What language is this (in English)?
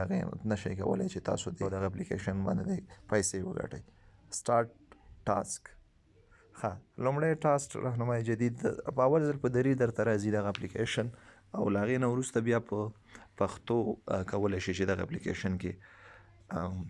Pashto